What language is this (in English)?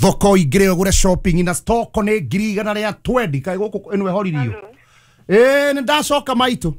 Kikuyu